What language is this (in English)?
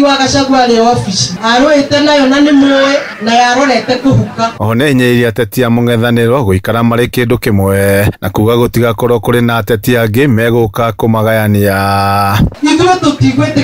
Kikuyu